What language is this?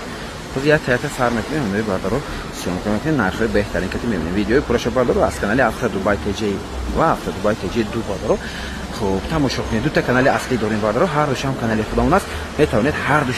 Tajik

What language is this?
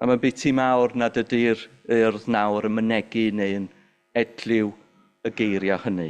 Welsh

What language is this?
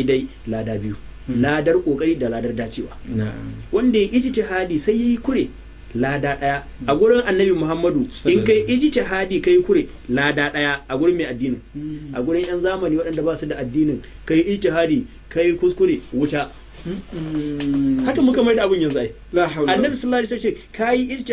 Hausa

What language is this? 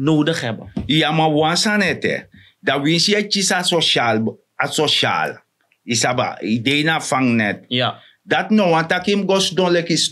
Sranan Tongo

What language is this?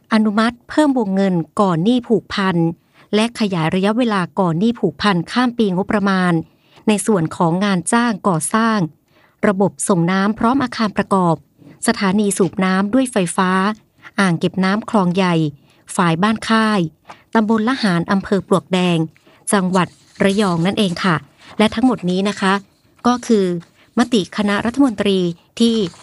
Thai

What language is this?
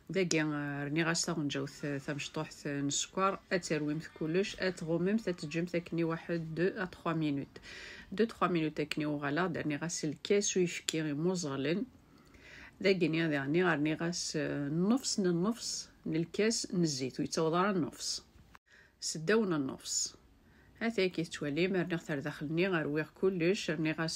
Kabyle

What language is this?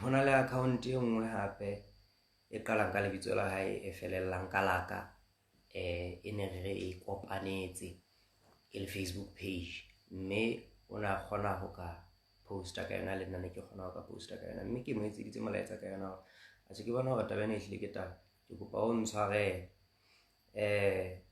Southern Sotho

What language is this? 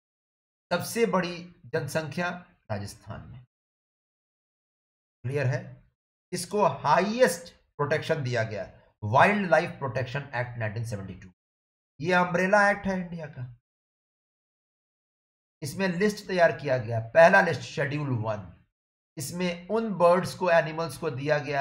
Hindi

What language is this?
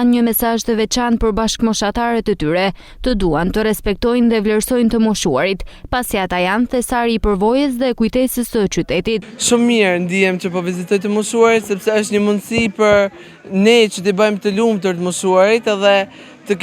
Albanian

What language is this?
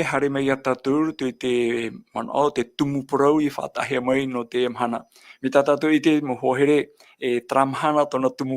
Tahitian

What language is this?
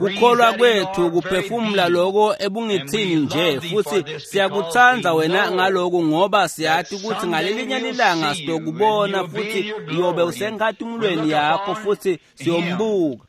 Swati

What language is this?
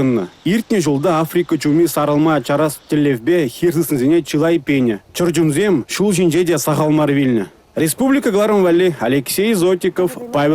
Chuvash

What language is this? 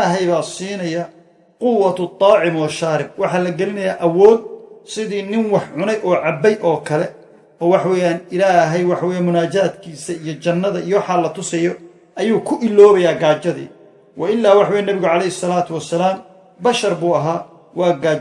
Somali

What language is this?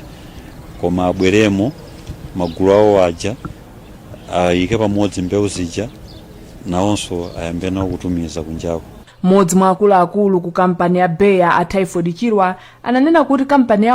Nyanja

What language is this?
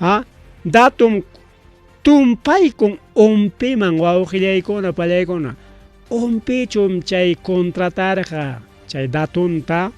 Ayacucho Quechua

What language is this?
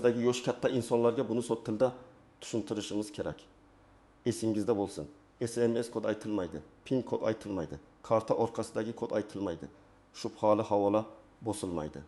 Uzbek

